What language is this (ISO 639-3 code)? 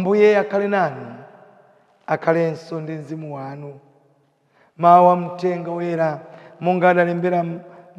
nya